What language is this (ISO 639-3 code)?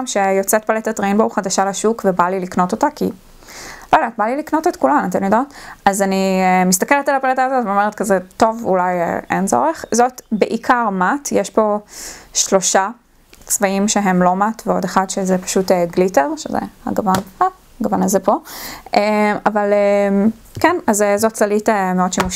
heb